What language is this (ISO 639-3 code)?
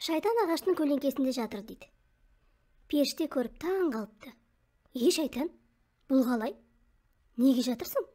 kaz